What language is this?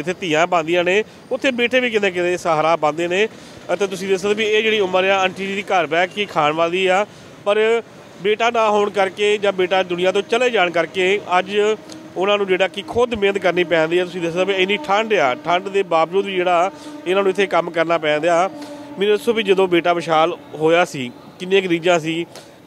Punjabi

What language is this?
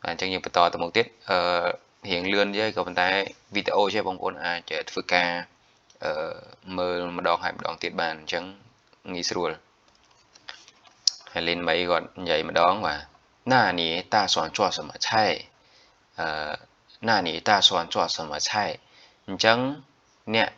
Khmer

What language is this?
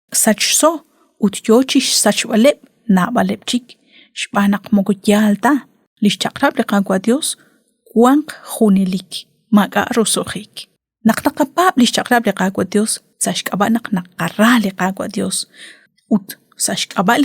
Kekchí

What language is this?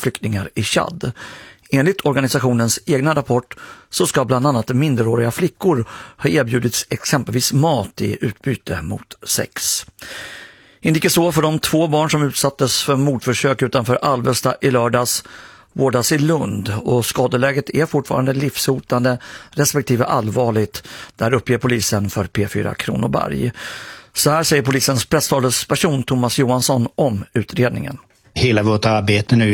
Swedish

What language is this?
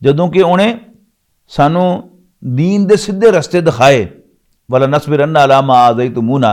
Western Panjabi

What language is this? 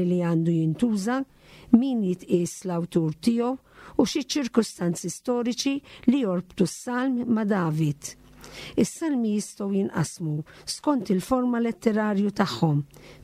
Maltese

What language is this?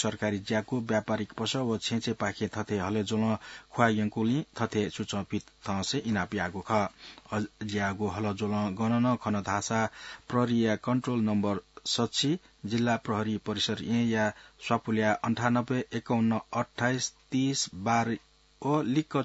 Newari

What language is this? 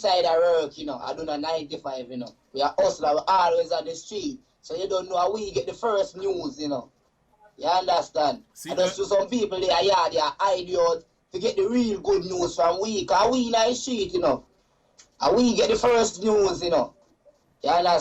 Jamaican Creole English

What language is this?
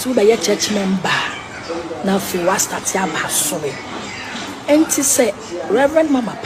Dagbani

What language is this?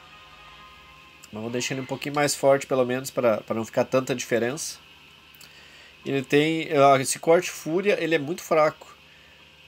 Portuguese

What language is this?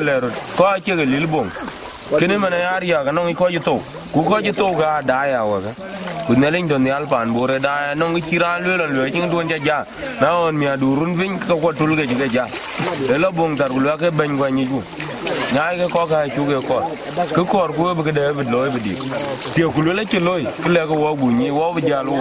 Dinka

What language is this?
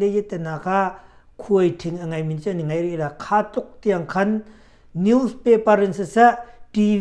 Hakha Chin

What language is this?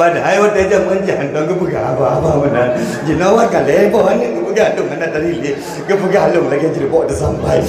Achinese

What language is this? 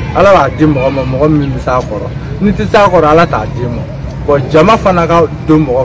Bambara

